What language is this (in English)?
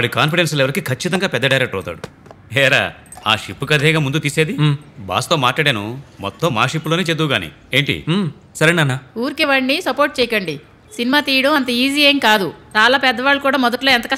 Telugu